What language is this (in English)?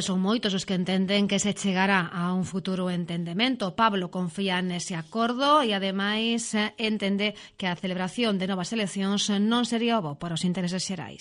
Galician